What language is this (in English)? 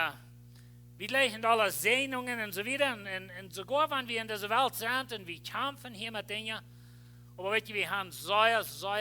Plautdietsch